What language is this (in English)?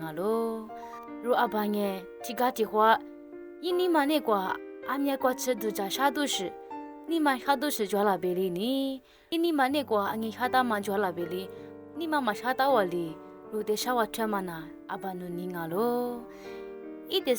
Lisu